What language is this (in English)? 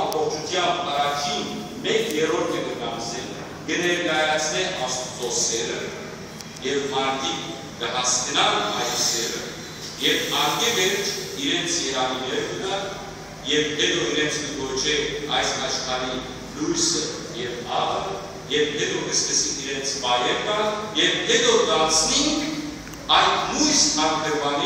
Western Armenian